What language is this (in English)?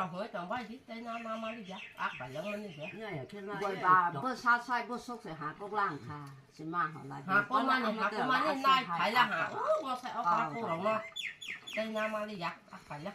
Kok Borok